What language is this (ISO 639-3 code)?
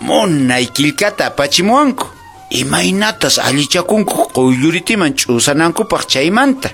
que